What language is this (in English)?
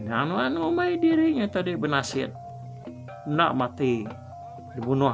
Iban